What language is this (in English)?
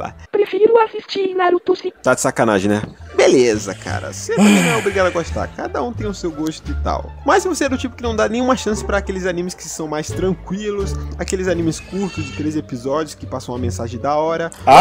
Portuguese